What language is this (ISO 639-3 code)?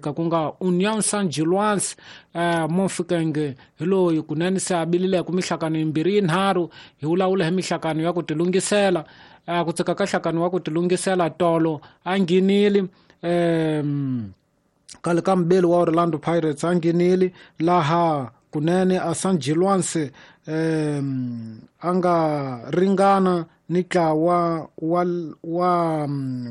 tso